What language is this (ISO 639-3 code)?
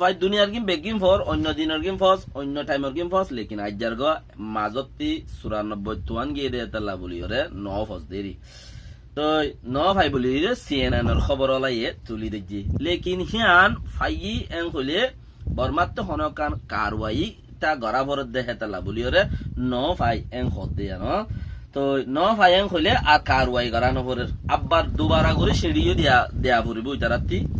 rhg